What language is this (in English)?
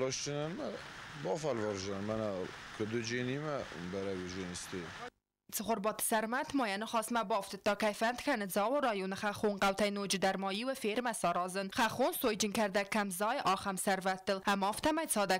Ossetic